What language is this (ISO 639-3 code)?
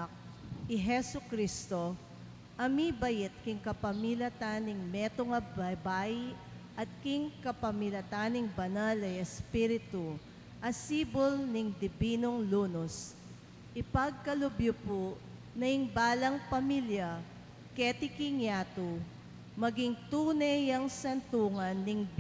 pam